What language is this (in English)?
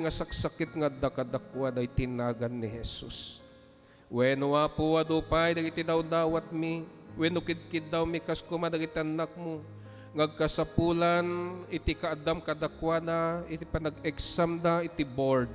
Iloko